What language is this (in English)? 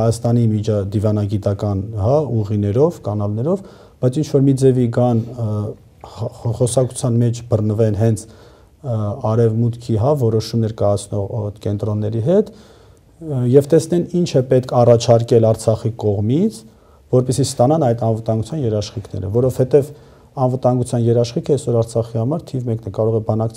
Armenian